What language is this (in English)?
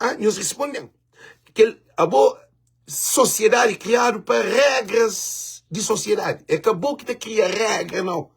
Kabuverdianu